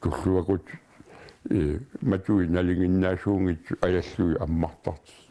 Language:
Kalaallisut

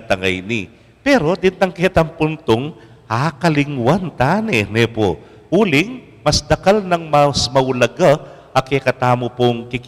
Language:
Pampanga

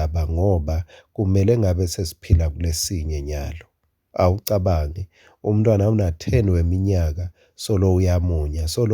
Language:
Swati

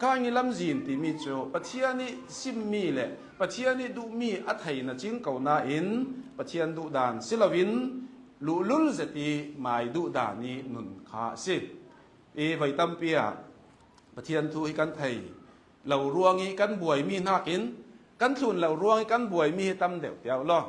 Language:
Hakha Chin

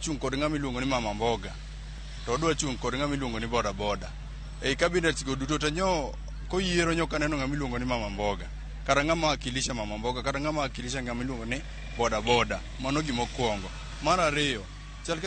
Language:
Luo (Kenya and Tanzania)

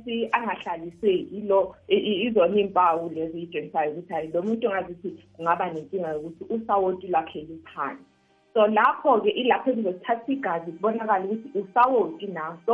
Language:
South Ndebele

